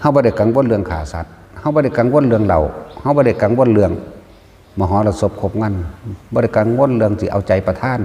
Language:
Northeastern Thai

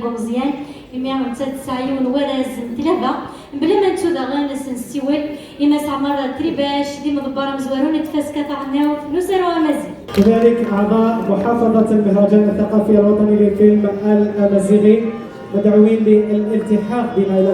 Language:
Kabyle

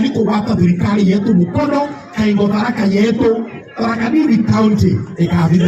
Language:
Meru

